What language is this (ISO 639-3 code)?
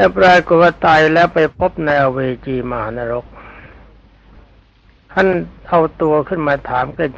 tha